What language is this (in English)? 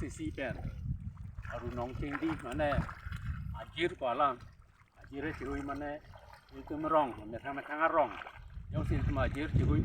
Karbi